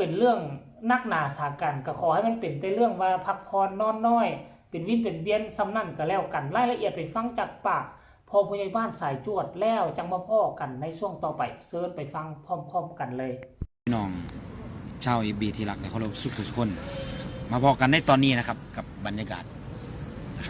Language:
Northeastern Thai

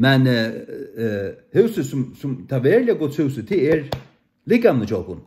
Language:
Faroese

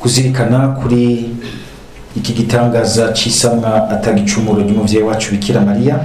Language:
Rundi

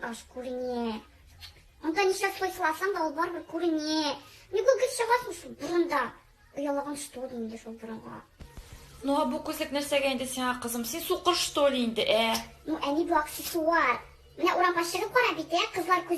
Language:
Tatar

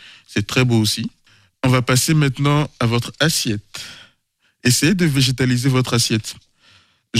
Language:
French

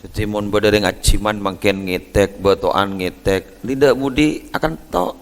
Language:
Madurese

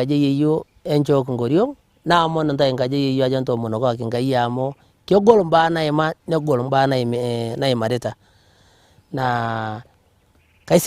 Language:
Masai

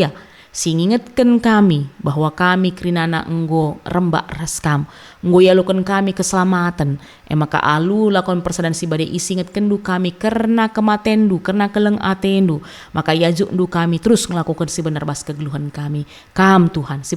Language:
Batak Karo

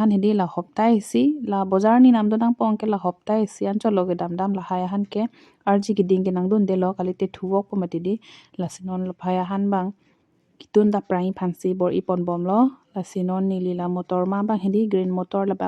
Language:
Karbi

